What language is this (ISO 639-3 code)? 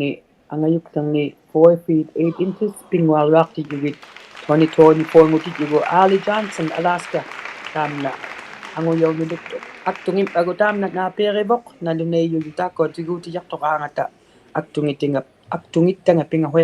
iku